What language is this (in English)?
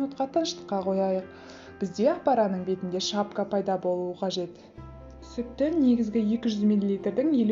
Kazakh